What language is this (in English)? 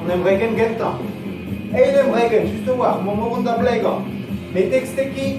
Breton